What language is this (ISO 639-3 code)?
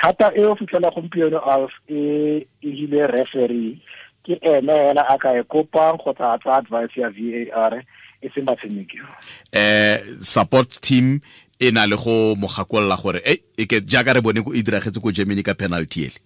tsn